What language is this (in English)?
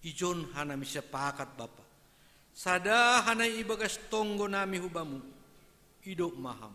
Batak Simalungun